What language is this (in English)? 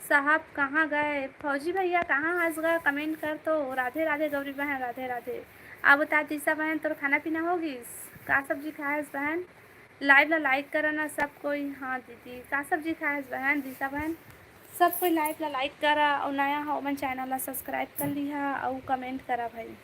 Chhattisgarhi